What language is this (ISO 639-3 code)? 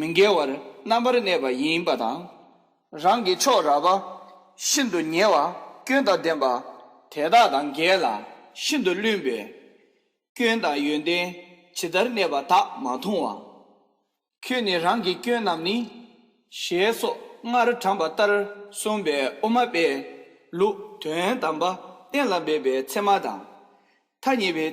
bod